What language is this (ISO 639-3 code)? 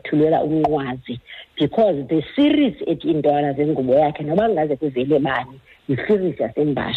xho